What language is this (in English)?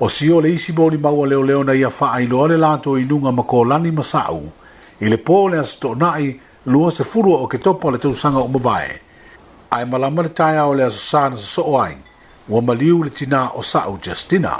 Samoan